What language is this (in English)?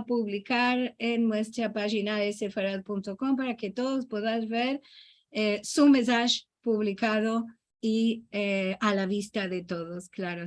Ladino